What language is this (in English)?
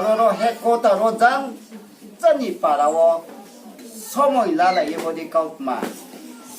Riang (India)